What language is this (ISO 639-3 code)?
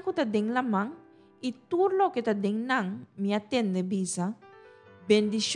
pap